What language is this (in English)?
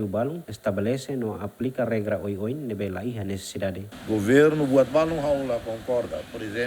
Tetum